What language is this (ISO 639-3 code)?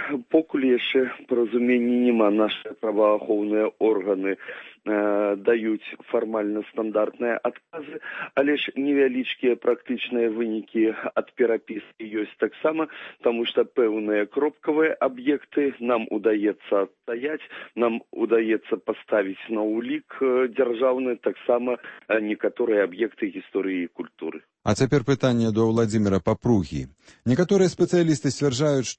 bel